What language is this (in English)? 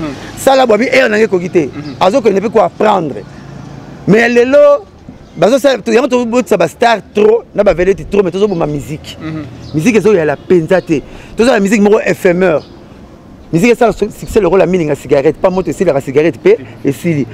Lingala